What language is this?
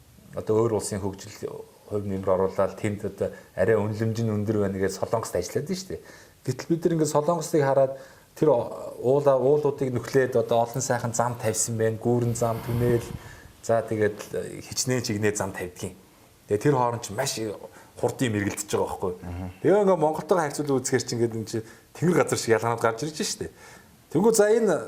Mongolian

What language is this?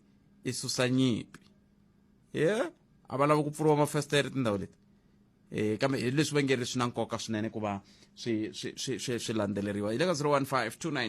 Tsonga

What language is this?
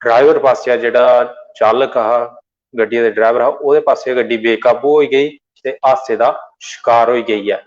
Dogri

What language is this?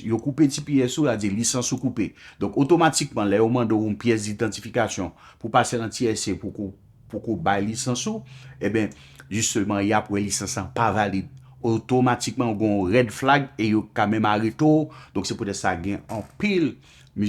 Haitian Creole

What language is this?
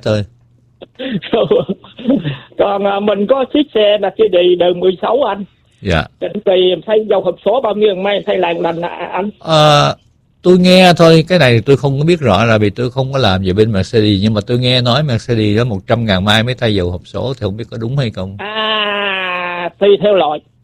Vietnamese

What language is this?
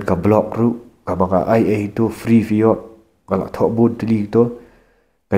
Khasi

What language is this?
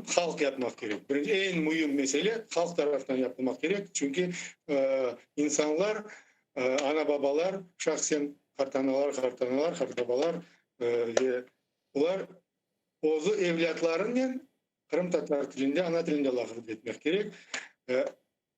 Crimean Tatar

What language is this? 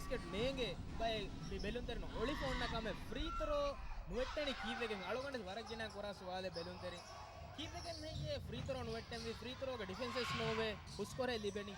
Divehi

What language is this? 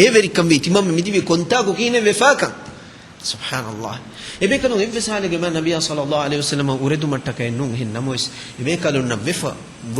Divehi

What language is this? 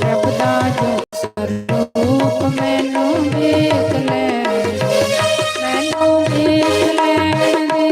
Dogri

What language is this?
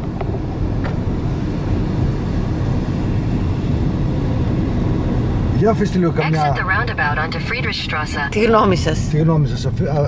Greek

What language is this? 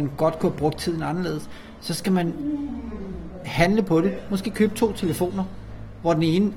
Danish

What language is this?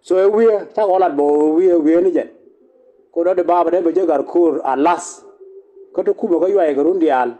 Nuer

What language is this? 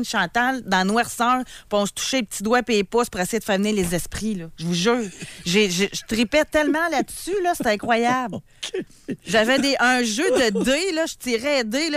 French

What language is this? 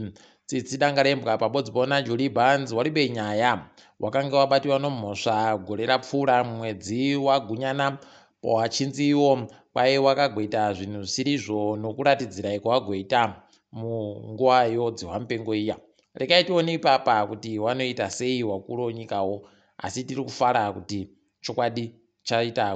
Ndau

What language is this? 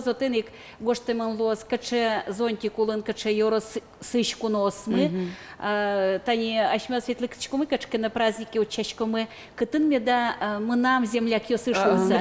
Udmurt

